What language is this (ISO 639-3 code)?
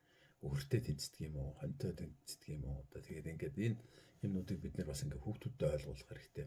mon